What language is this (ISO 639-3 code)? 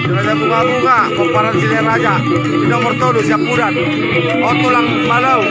bbc